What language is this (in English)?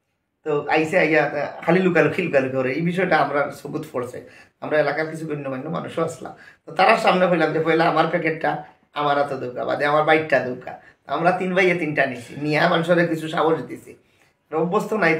Sylheti